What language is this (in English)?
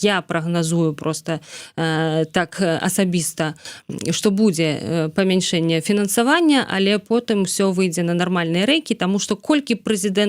Belarusian